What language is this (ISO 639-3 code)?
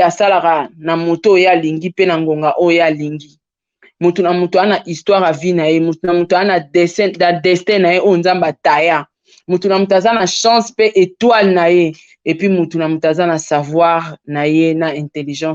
lin